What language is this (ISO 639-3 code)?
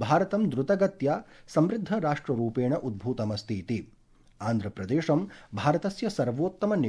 san